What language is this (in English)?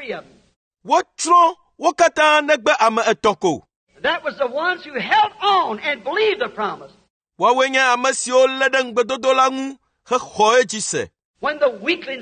Ewe